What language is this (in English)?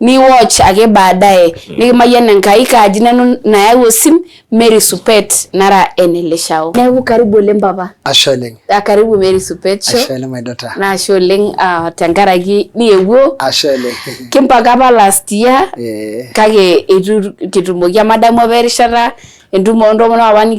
Masai